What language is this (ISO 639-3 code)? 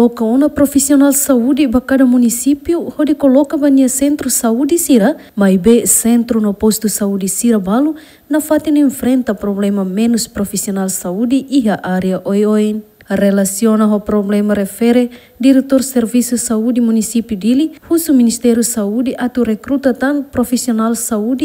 tet